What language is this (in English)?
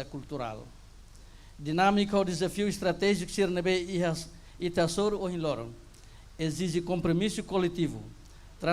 Tetum